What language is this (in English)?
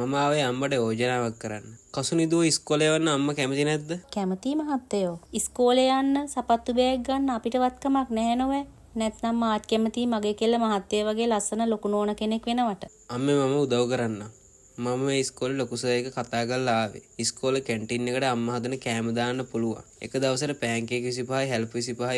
Sinhala